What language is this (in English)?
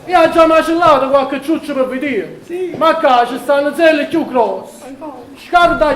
Neapolitan